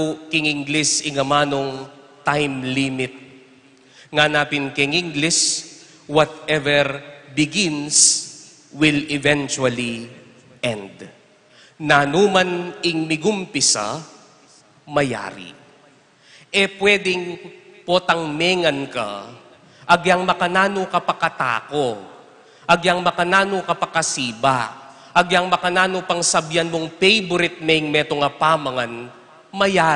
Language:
Pampanga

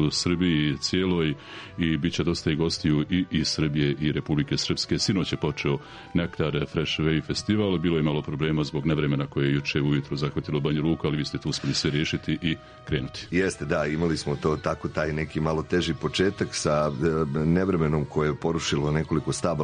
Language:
Serbian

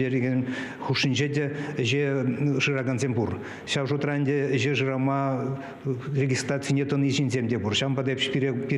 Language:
Chuvash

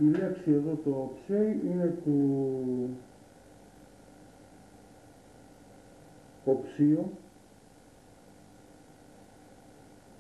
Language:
Greek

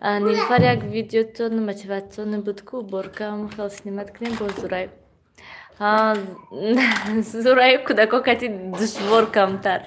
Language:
Tajik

